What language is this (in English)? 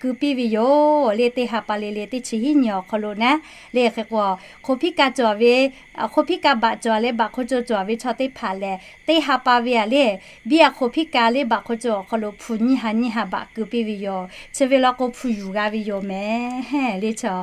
Lahu